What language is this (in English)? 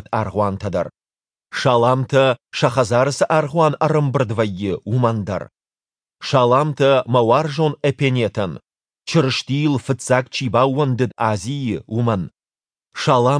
Ossetic